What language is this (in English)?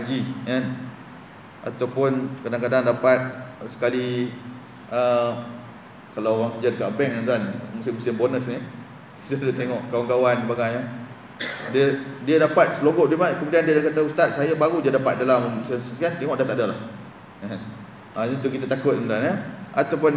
Malay